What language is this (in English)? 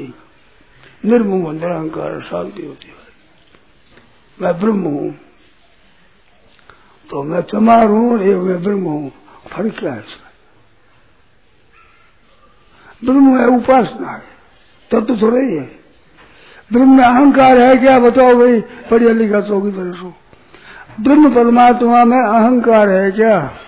Hindi